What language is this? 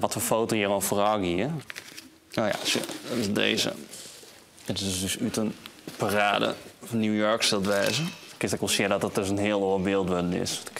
Western Frisian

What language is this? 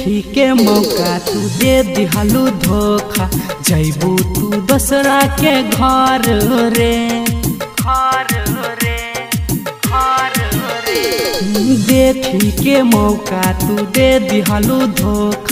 Bhojpuri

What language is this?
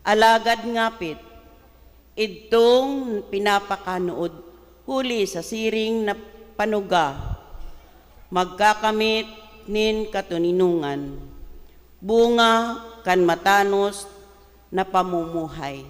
Bikol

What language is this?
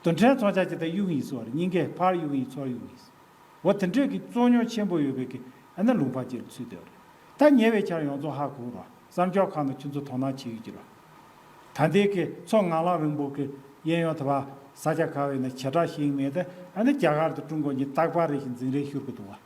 Tibetan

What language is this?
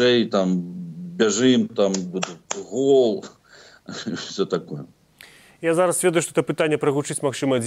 Belarusian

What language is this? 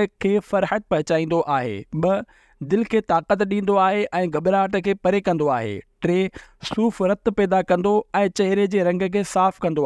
Sindhi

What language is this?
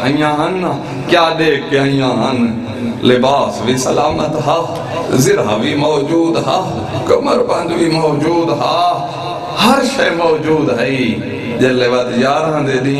Saraiki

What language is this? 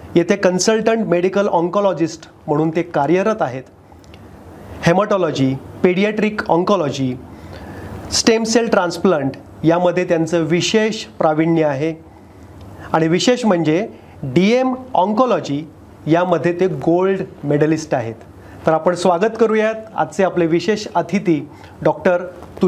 Marathi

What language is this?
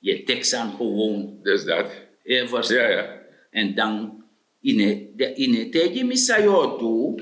Sranan Tongo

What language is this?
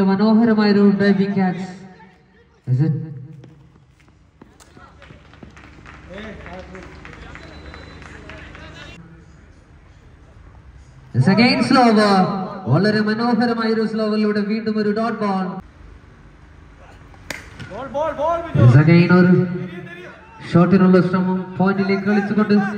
Malayalam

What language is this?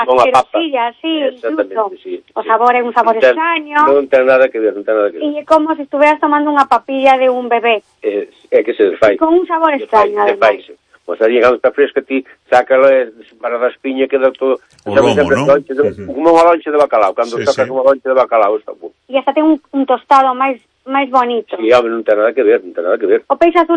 Galician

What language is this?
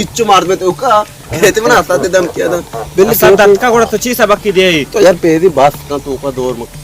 Baluchi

